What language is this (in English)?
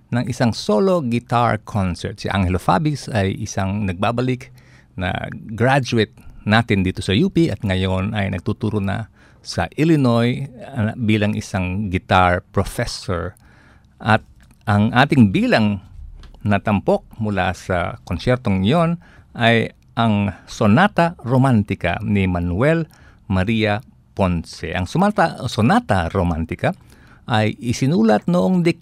Filipino